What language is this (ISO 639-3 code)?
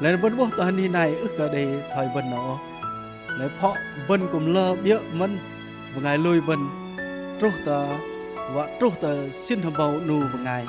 bdq